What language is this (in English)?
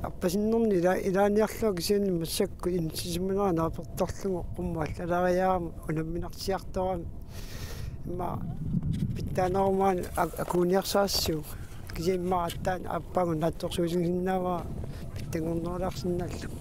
Kalaallisut